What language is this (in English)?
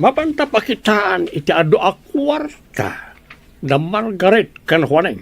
Iloko